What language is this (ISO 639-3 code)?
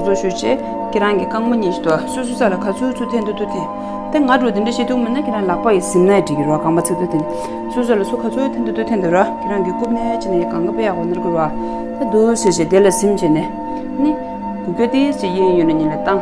bod